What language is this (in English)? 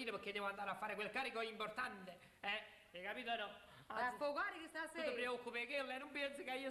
Neapolitan